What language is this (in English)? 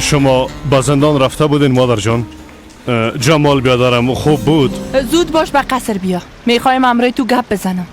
Persian